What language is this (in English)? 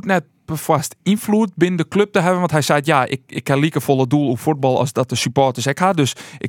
Western Frisian